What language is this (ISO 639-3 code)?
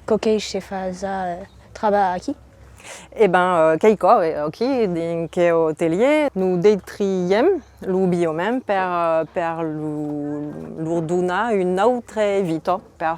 oci